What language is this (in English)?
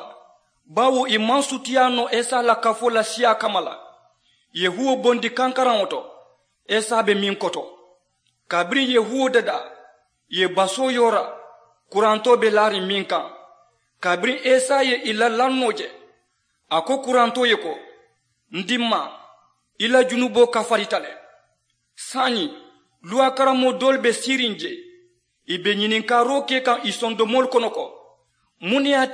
Mandingo